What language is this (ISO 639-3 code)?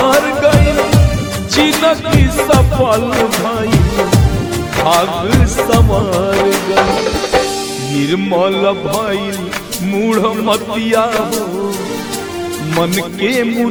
bho